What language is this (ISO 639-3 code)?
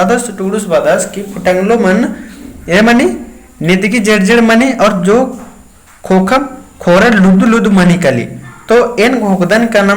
kru